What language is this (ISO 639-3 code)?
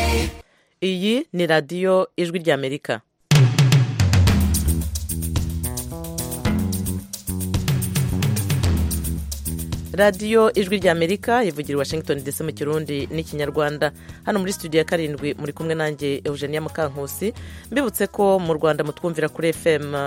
kin